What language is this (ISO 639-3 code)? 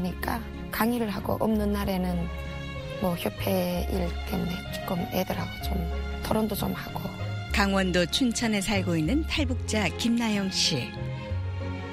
kor